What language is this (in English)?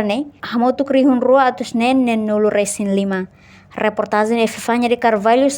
Tetum